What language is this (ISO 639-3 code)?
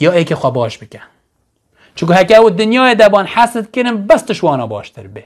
kur